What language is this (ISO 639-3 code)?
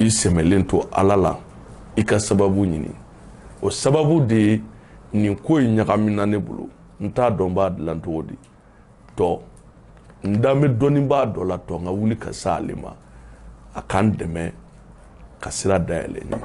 bam